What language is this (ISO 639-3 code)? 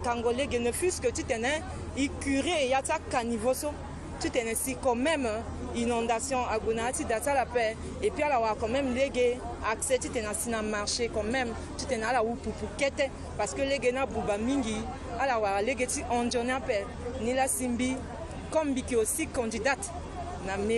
sag